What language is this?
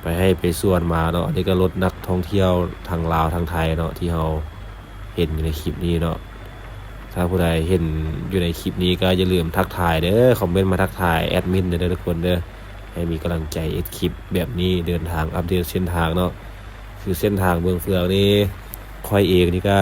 Lao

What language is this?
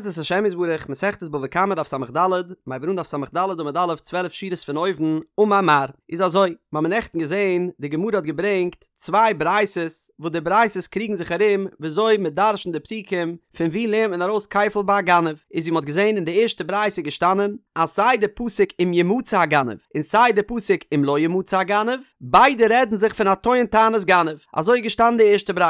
Yiddish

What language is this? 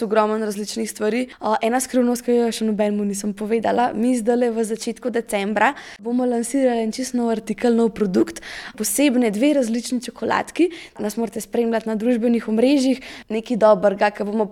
Slovenian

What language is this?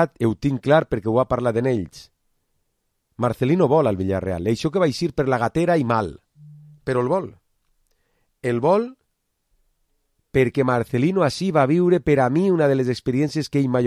Catalan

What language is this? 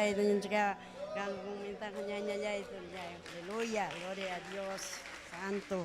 Ayacucho Quechua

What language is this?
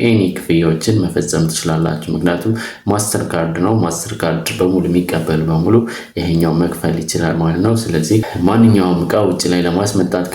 Amharic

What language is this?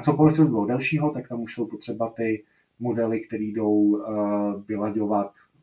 Czech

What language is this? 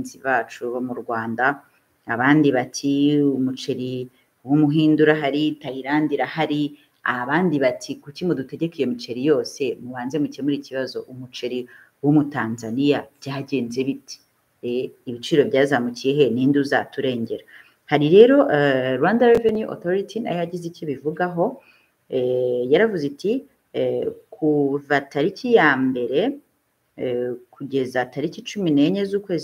Kinyarwanda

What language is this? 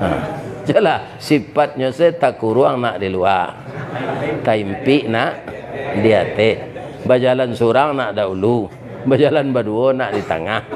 Minangkabau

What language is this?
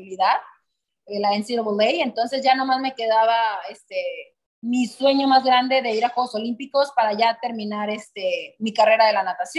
Spanish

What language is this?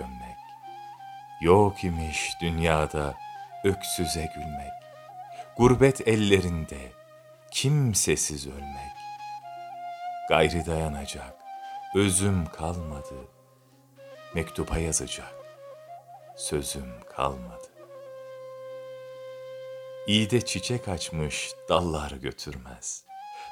Turkish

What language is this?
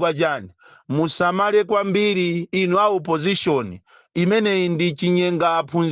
Nyanja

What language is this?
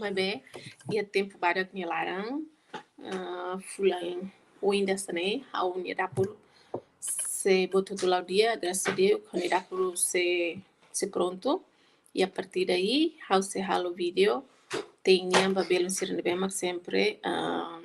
Tetum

